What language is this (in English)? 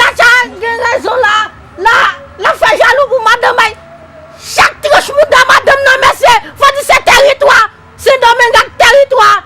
Haitian Creole